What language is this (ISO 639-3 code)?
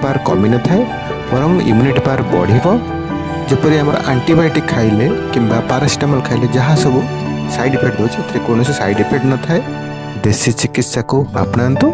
ori